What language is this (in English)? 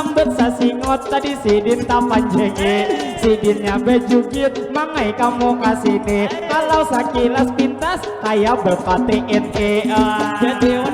Banjar